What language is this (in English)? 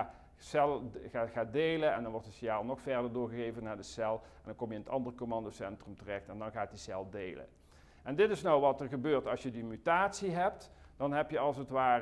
Dutch